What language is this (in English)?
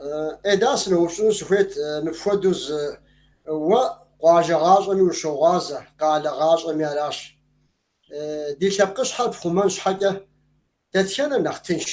Kabardian